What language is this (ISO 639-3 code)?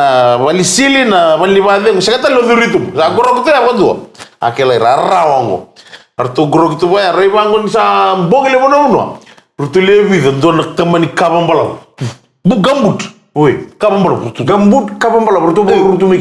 fij